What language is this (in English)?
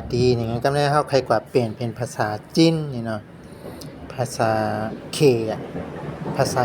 Shan